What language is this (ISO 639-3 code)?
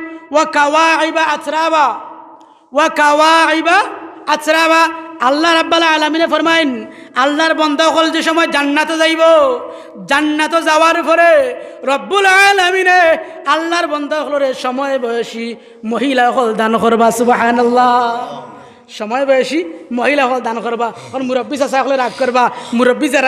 syl